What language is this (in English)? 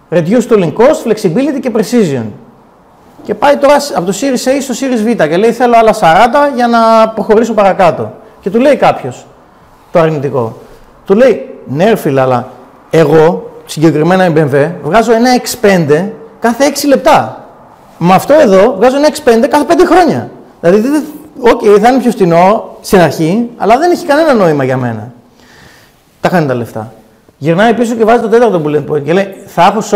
Greek